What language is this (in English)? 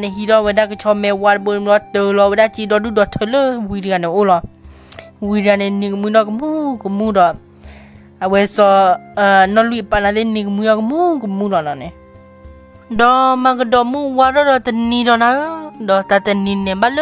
S'gaw Karen